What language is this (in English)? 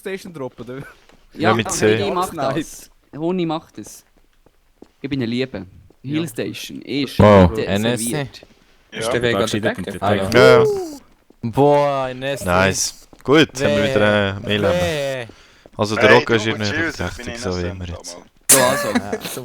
Swiss German